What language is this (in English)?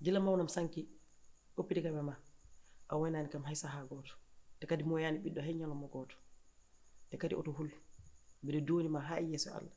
Fula